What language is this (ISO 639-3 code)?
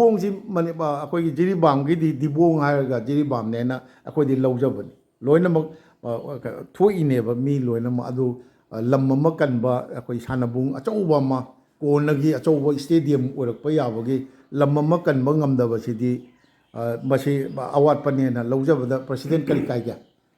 mni